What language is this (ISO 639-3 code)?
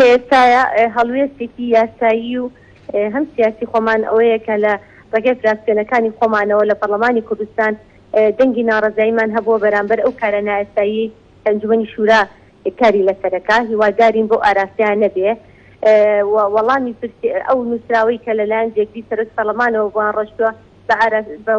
ckb